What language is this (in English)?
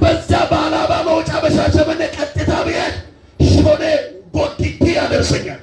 Amharic